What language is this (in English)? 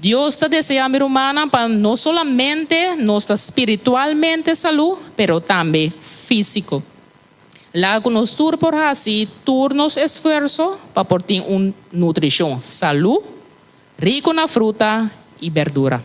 Papiamento